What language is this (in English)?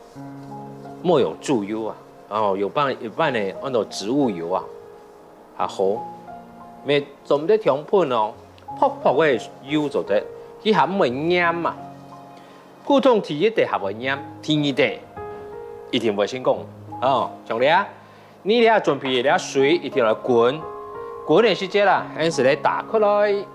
Hakka Chinese